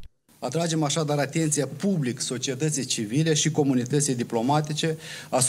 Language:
Romanian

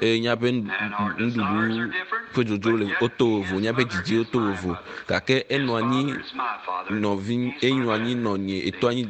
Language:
Ewe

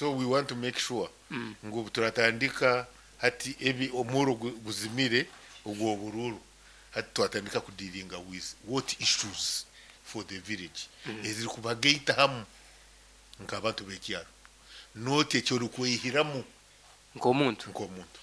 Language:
Nyankole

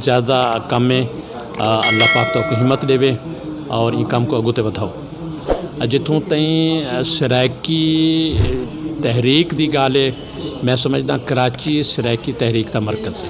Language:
Saraiki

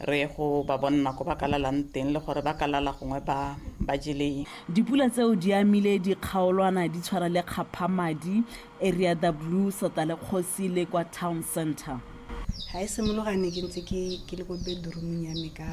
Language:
Tswana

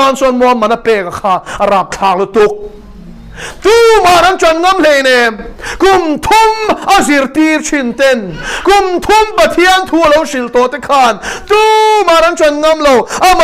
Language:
Mizo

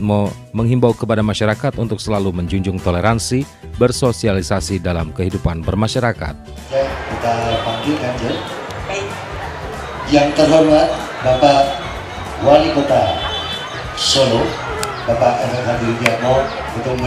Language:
Indonesian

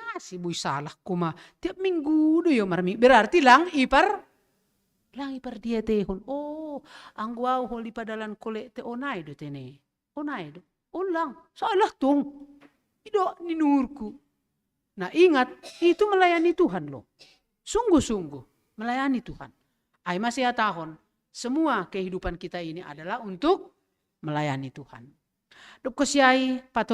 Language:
Batak Simalungun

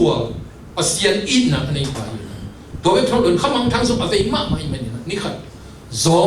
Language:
Tedim Chin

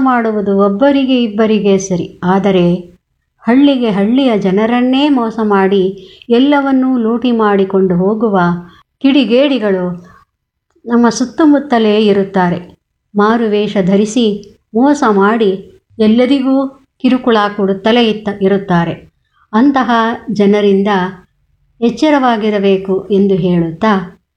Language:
Kannada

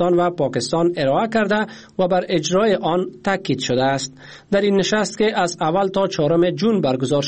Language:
Persian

